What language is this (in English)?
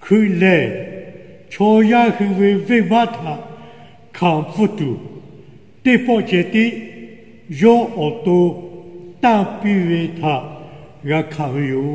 Lahu